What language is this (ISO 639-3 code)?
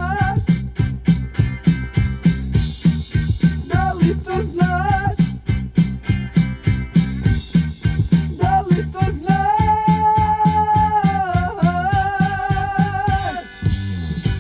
srp